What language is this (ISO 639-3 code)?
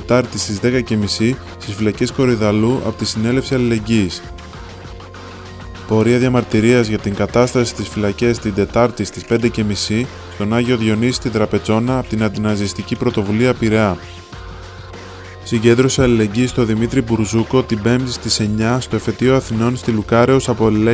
ell